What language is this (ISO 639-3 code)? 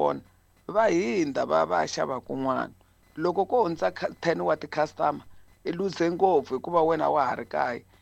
tso